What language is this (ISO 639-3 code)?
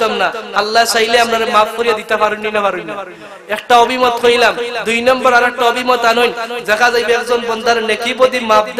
syl